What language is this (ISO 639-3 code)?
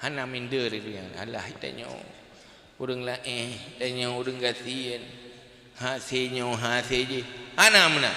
ace